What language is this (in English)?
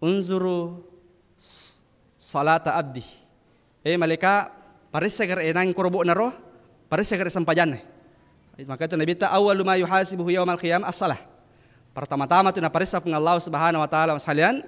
Buginese